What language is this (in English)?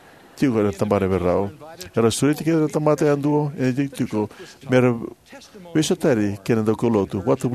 Fijian